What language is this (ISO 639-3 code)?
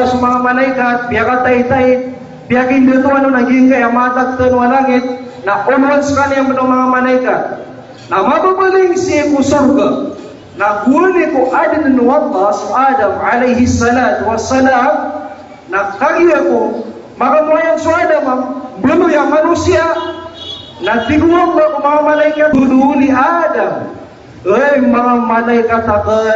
mrw